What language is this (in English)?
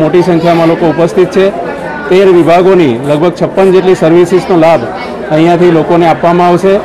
Gujarati